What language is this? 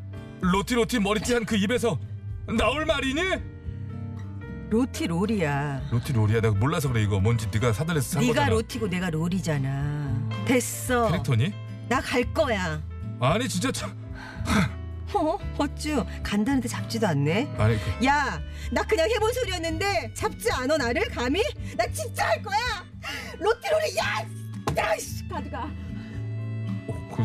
Korean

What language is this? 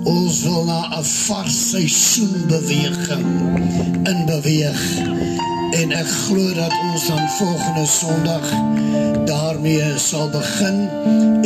Afrikaans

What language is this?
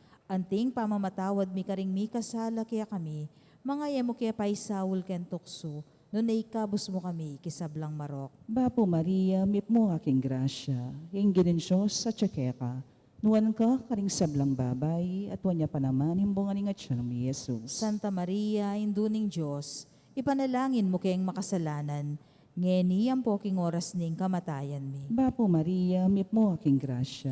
Pampanga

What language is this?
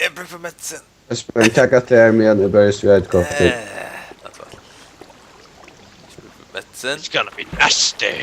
Faroese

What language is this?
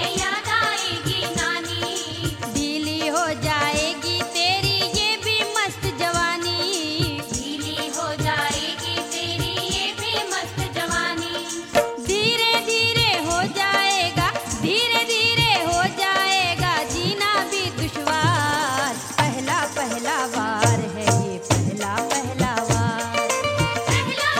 Hindi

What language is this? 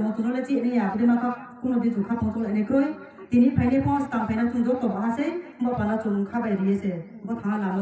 Kok Borok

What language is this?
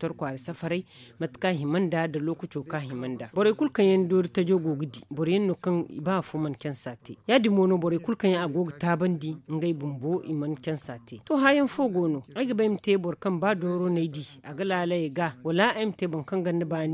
Zarma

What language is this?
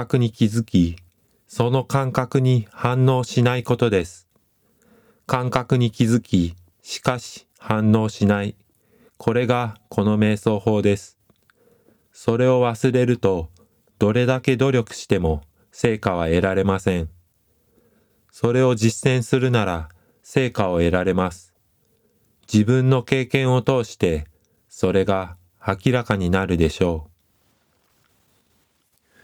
Japanese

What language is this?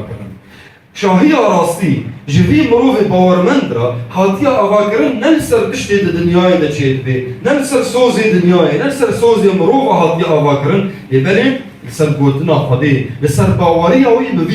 Kurdish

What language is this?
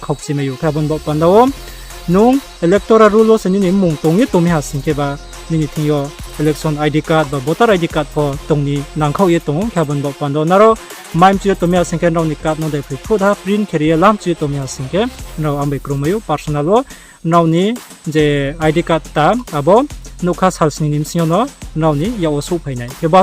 Riang (India)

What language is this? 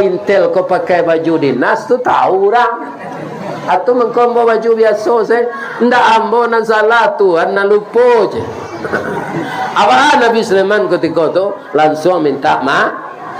Minangkabau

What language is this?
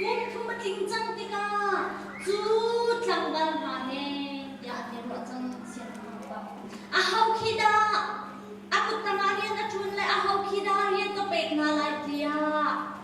Hakha Chin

